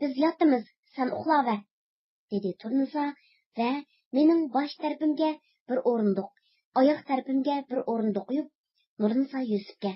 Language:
Uyghur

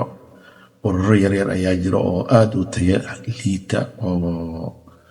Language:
Somali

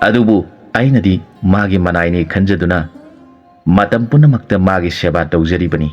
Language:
Manipuri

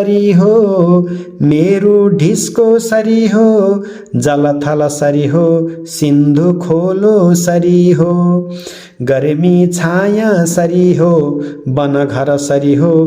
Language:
Nepali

